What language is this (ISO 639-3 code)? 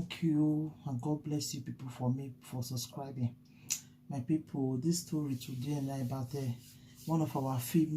pcm